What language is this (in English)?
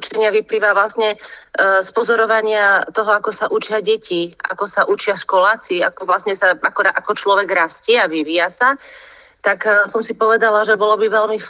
Slovak